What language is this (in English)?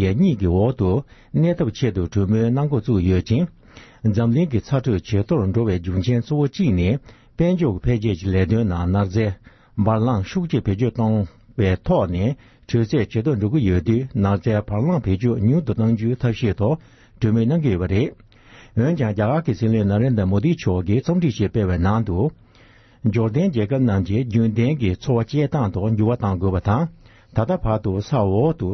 Tibetan